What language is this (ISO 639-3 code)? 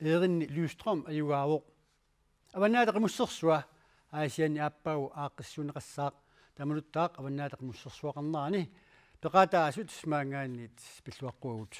kal